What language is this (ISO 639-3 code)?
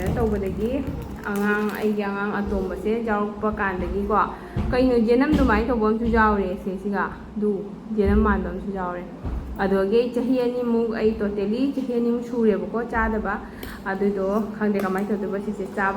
mni